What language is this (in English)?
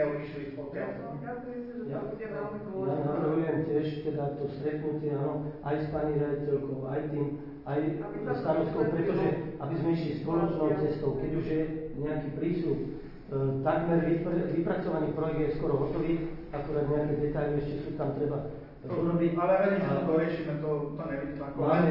Slovak